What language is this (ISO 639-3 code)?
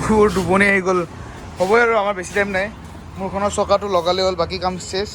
asm